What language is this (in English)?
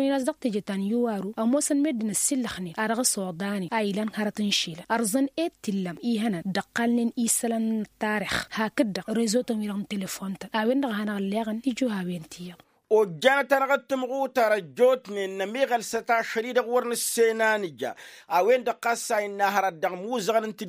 Tamasheq